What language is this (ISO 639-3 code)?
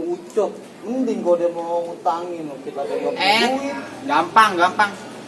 bew